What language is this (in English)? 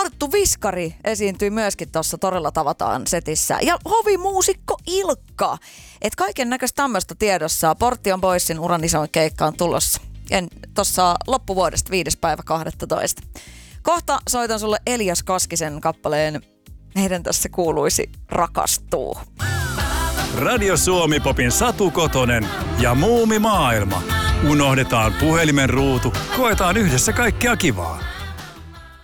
Finnish